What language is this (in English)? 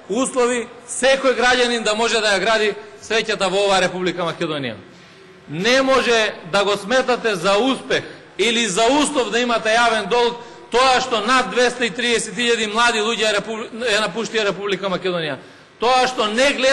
Macedonian